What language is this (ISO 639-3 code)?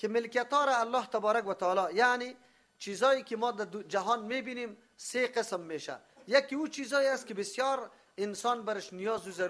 fas